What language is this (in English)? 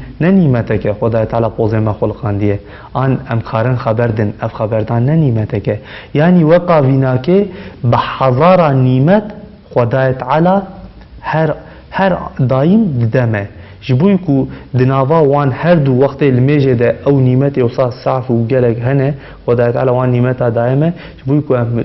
Kurdish